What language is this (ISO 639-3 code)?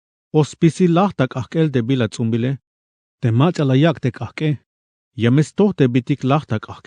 tzh